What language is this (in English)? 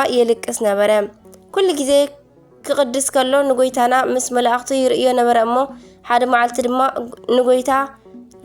Tigrinya